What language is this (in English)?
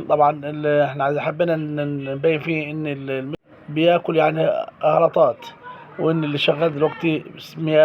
Egyptian Arabic